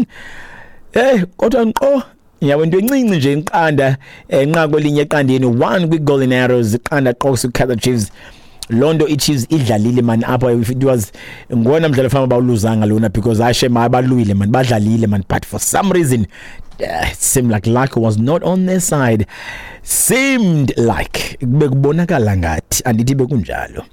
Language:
Xhosa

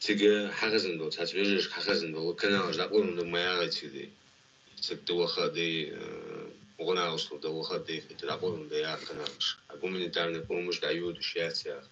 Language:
Chechen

